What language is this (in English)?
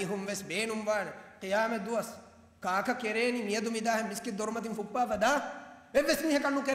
Divehi